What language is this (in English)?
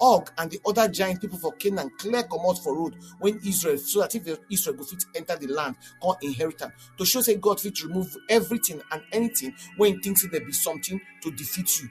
Nigerian Pidgin